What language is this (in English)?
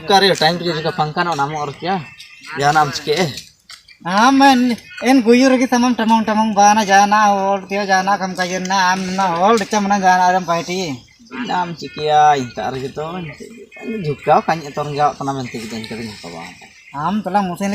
Ho